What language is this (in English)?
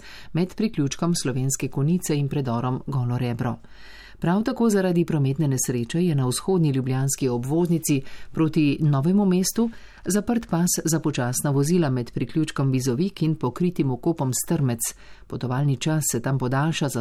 Slovenian